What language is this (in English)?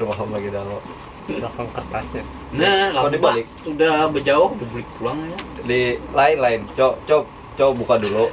Banjar